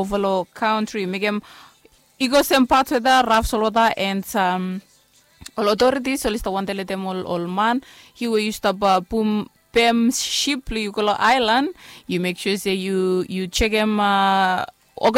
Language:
Bislama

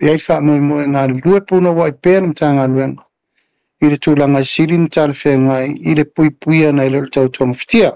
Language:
Samoan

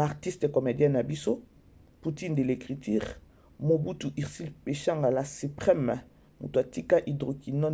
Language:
Lingala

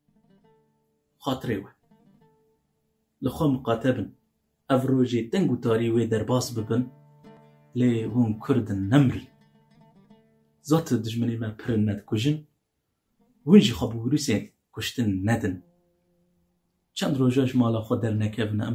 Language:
Kurdish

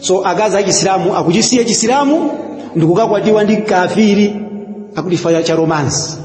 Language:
Nyanja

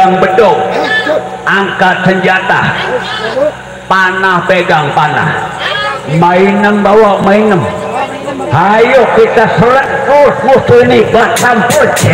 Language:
Betawi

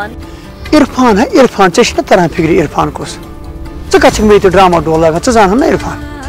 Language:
Kashmiri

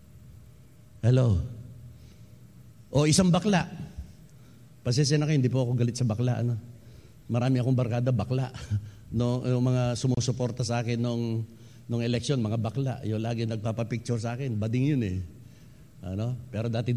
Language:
Filipino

